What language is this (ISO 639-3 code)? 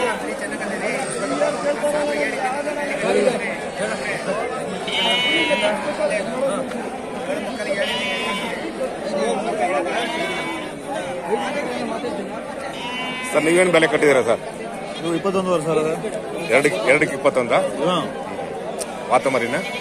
kan